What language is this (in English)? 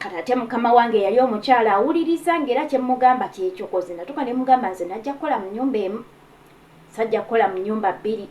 Ganda